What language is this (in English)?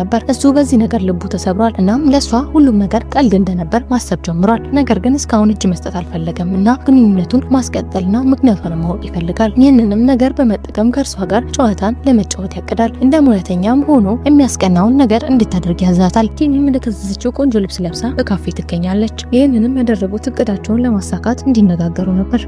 Amharic